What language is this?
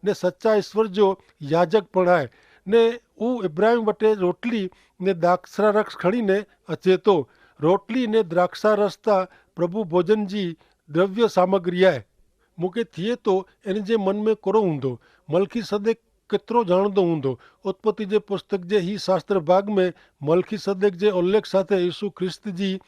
Kachhi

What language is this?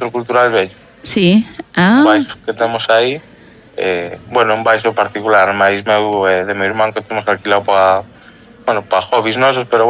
Galician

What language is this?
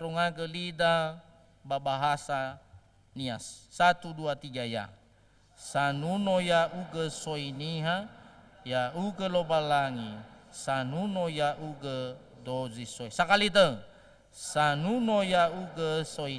Nias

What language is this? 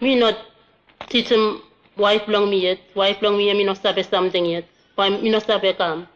Bislama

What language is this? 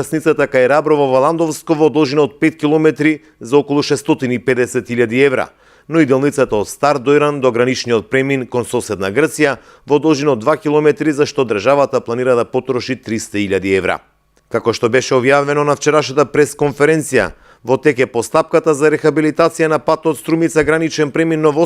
Macedonian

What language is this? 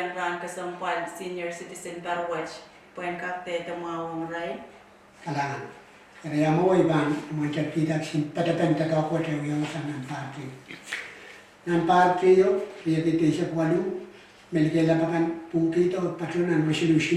Pohnpeian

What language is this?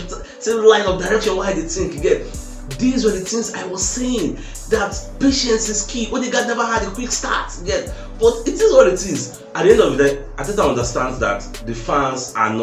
Nigerian Pidgin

